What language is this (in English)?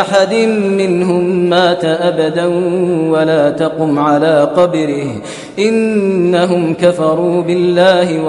Kashmiri